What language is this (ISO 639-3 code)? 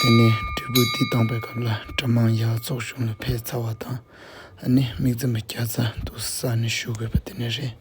bod